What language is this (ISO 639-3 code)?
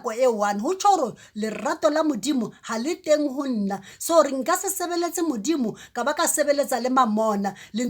sot